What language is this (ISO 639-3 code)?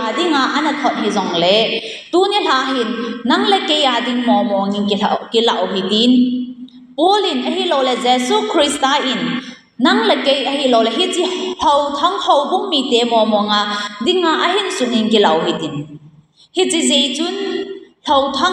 tcz